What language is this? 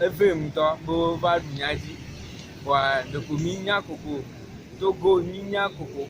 Ewe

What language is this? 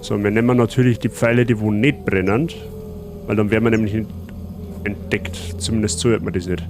Bavarian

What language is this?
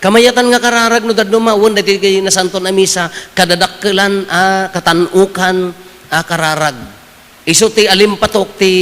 Iloko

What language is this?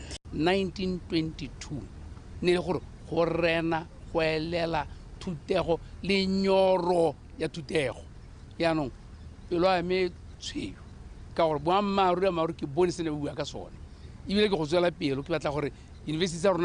Tswana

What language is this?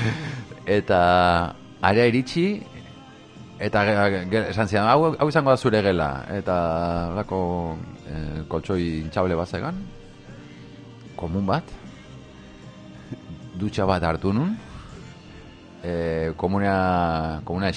Basque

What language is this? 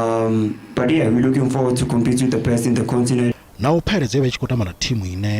Venda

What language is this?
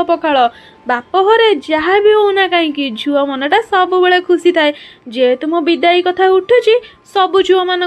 Odia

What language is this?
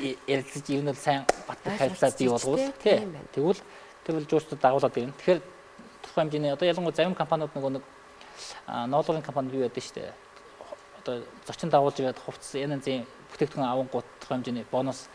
Mongolian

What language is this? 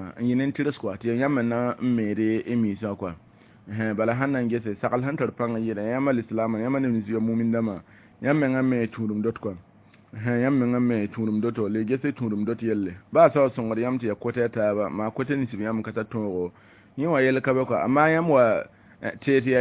Mossi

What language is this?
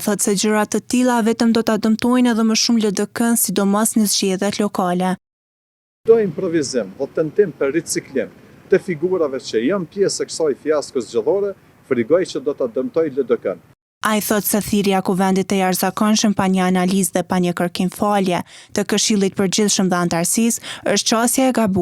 Albanian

